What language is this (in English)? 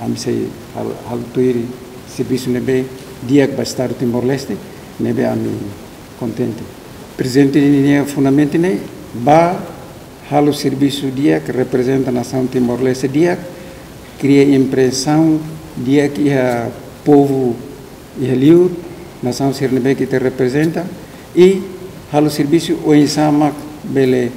Tetum